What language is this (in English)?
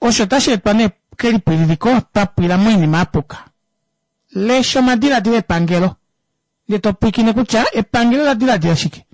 Kuanyama